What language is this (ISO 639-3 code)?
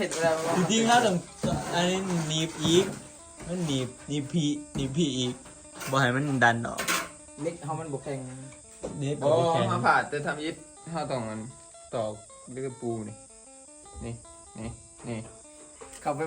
tts